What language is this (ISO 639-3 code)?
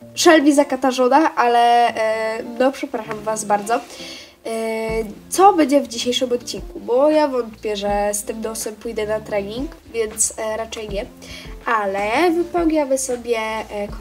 pol